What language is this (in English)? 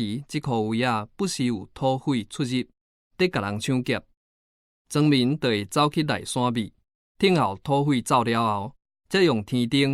Min Nan Chinese